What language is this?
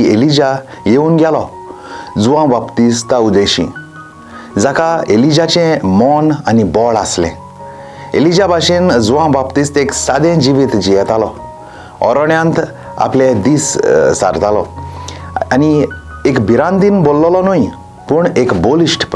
Konkani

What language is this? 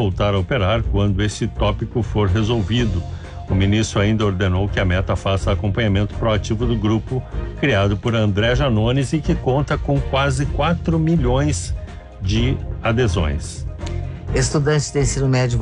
Portuguese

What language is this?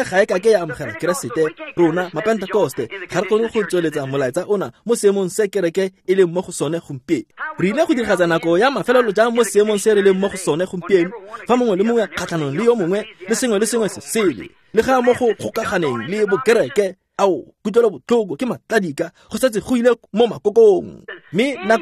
Tswana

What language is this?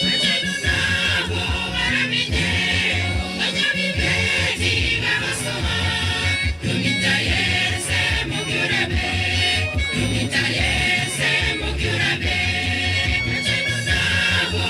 Gusii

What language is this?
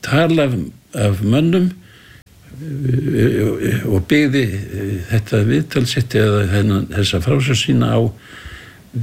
Icelandic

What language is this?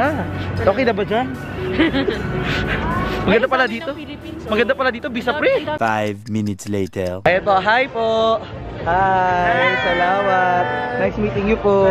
Filipino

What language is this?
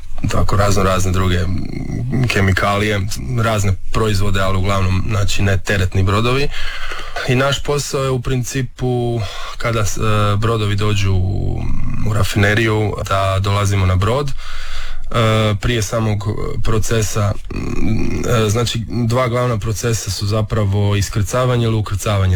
Croatian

